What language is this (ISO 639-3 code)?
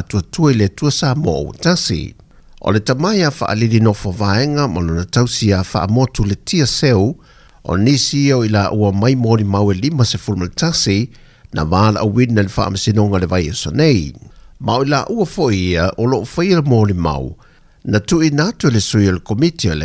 smo